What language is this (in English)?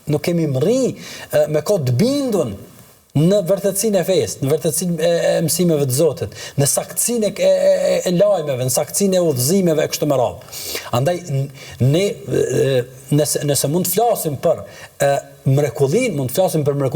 Albanian